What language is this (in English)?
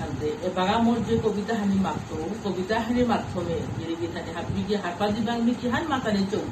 Bishnupriya